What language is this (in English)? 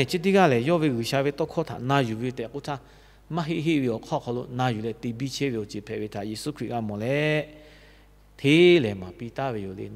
Lahu